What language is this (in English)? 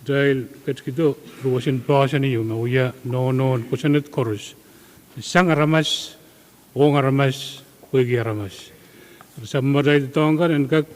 Pohnpeian